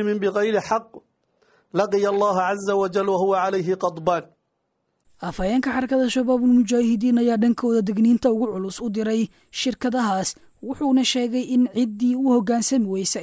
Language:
Somali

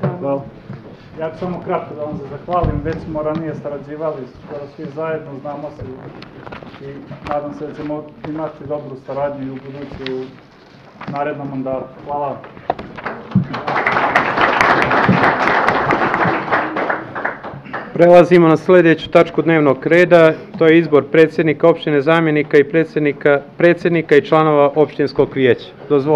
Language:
Serbian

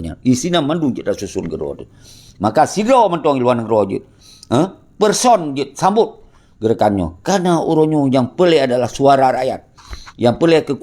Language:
Achinese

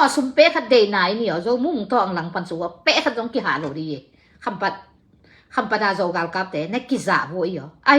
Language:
Tedim Chin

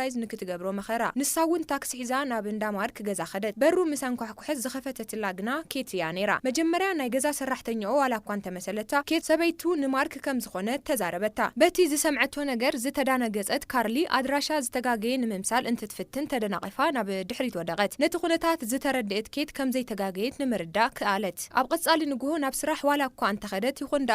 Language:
Tigrinya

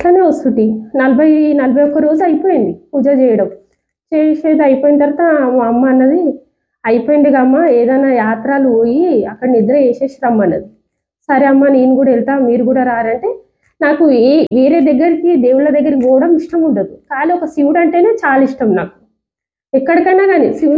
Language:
Telugu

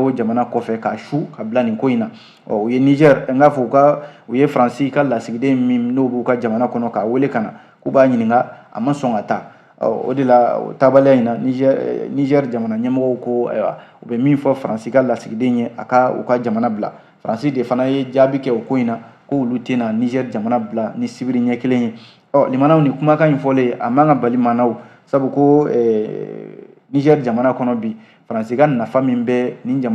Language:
Bambara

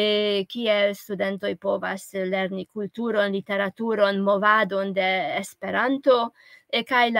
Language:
Esperanto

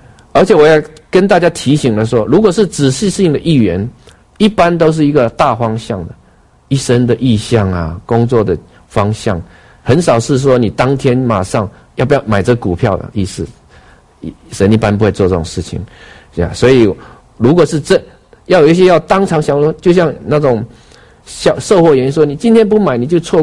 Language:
Chinese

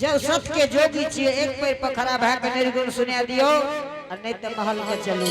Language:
Angika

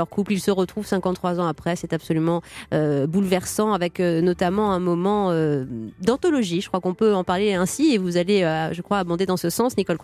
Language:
French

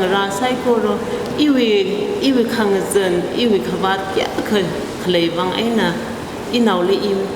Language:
Tangkhul Naga (India)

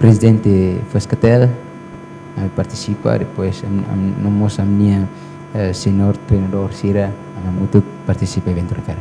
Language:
Tetum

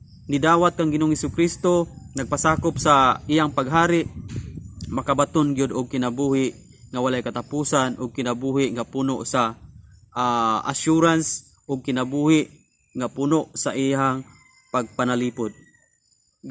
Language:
Cebuano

